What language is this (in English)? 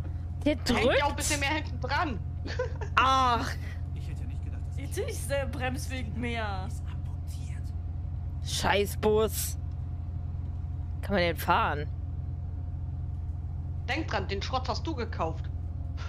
German